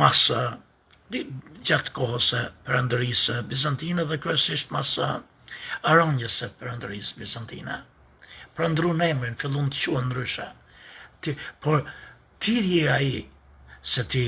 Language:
Albanian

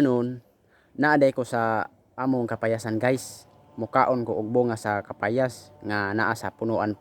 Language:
Cebuano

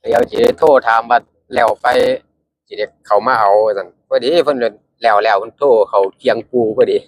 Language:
Northeastern Thai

